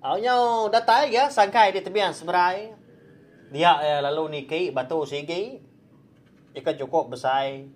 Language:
Iban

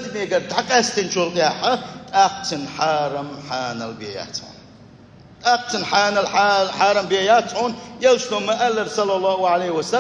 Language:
Chechen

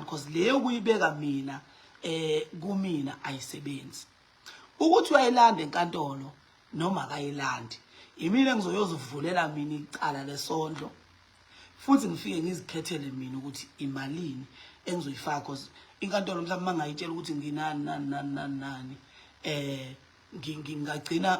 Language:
Zulu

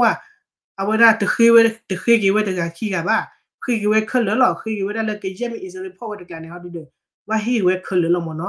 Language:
S'gaw Karen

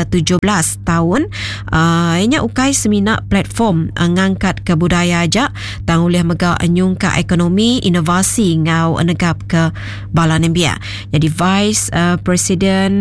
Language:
Iban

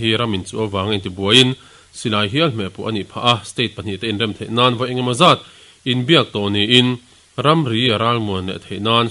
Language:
Mizo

